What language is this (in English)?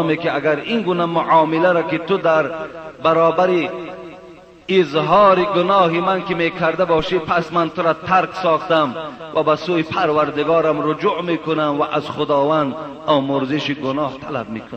Persian